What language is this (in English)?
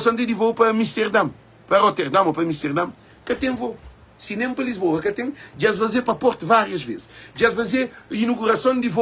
Kabuverdianu